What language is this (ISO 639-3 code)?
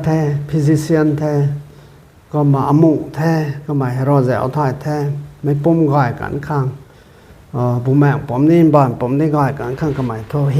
nbu